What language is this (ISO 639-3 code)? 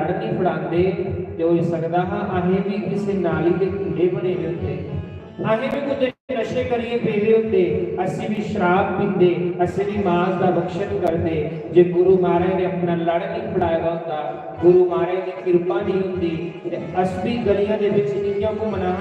doi